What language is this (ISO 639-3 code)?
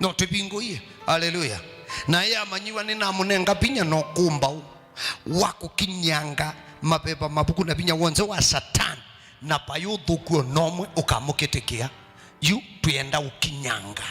kam